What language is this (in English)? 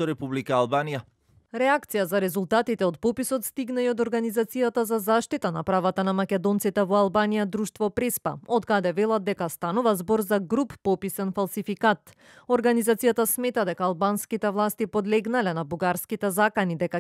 Macedonian